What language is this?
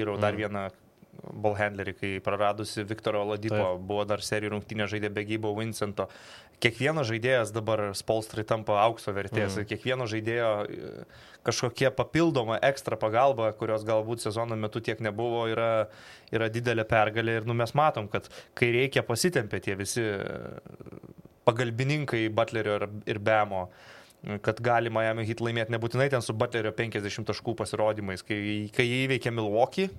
Lithuanian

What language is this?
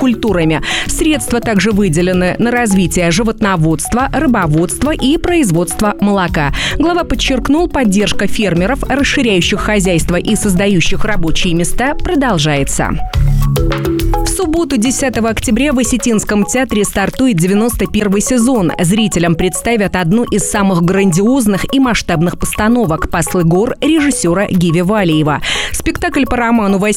Russian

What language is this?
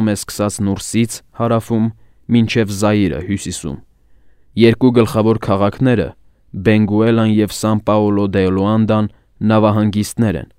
Armenian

